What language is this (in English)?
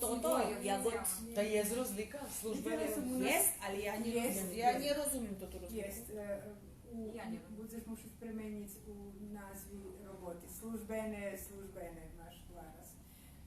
Rusyn